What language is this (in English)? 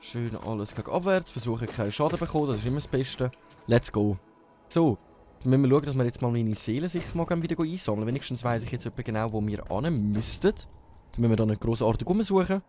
Swiss German